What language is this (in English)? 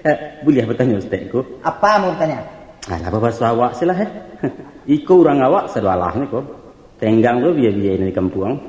Minangkabau